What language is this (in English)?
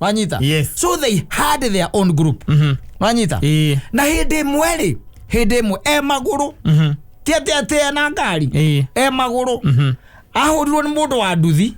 Kikuyu